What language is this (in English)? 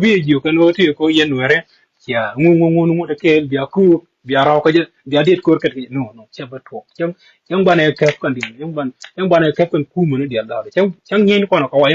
Nuer